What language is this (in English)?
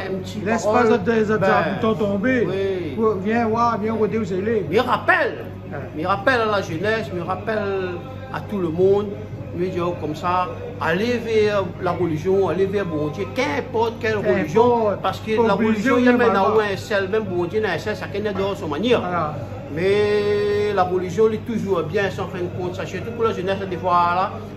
Réunion Creole French